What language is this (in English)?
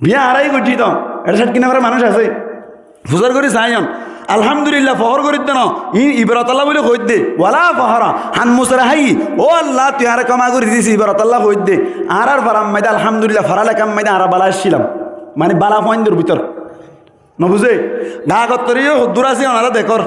Rohingya